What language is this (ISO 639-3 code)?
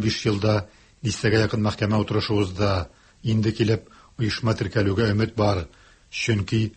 tat